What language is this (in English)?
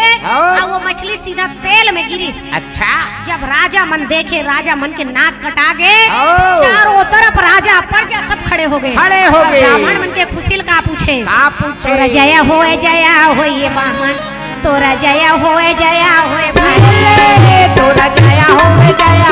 Chhattisgarhi